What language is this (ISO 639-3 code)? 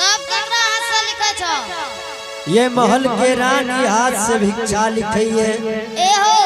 anp